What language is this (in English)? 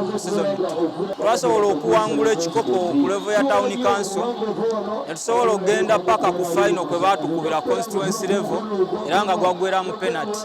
Ganda